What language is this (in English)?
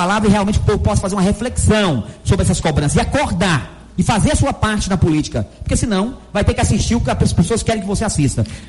Portuguese